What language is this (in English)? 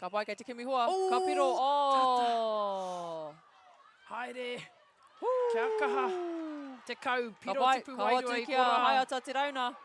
Māori